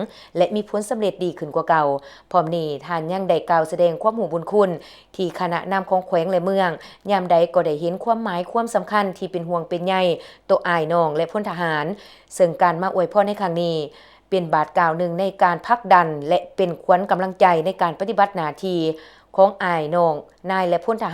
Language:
Lao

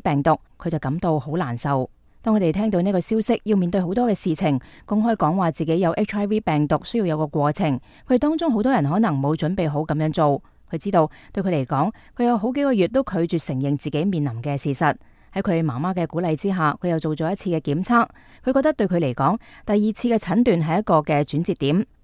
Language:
Cantonese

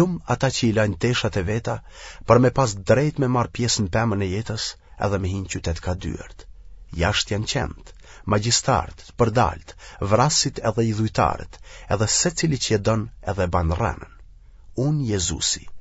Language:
Albanian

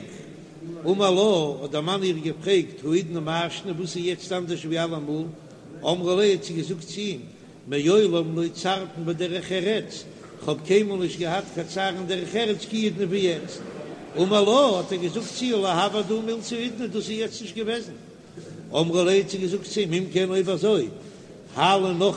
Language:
Yiddish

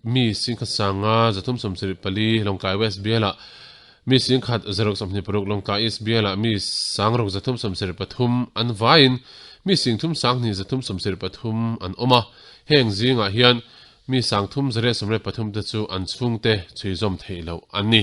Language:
Mizo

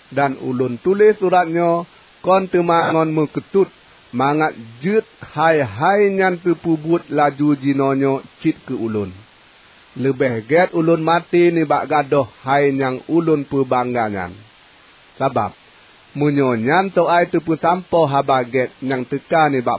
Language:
Achinese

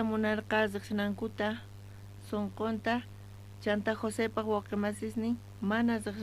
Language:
South Bolivian Quechua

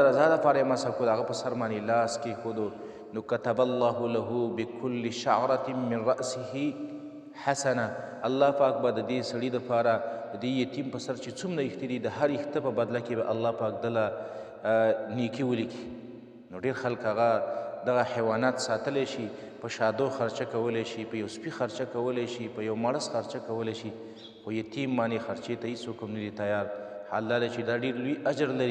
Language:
Pashto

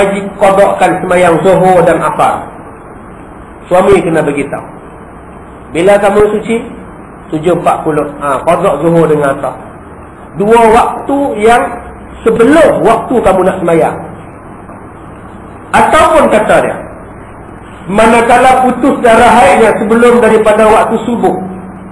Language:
Malay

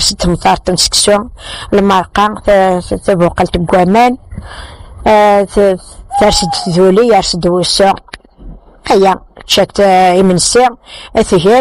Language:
Kabyle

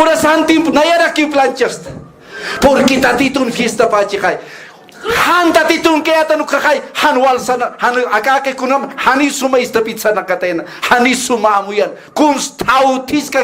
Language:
Aymara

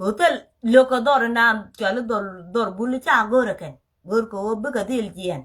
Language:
Nuer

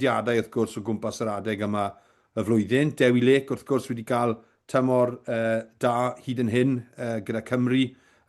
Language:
Welsh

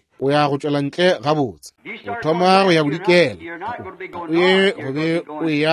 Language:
Northern Sotho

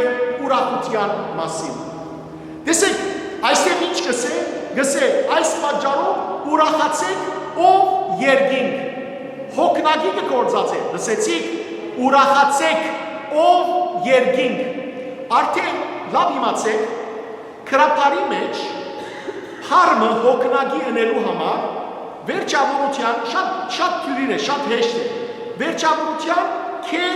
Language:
Western Armenian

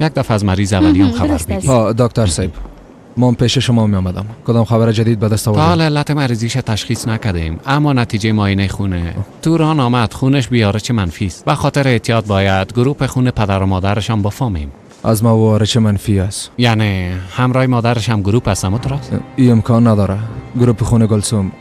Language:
Persian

